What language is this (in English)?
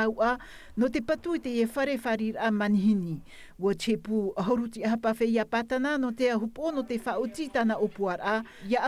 Tahitian